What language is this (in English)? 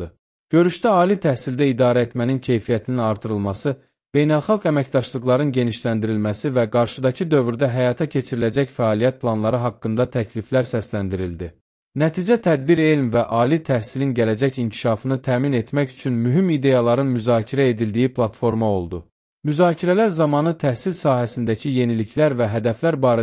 Azerbaijani